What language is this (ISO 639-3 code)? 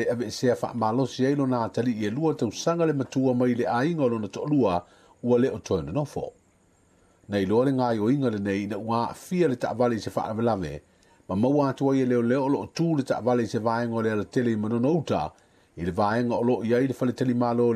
smo